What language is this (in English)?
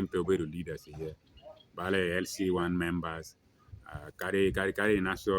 Lango (Uganda)